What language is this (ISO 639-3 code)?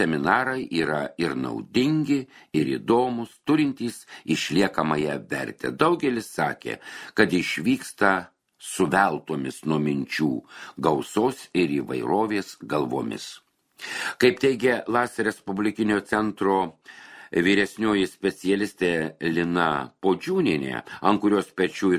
lit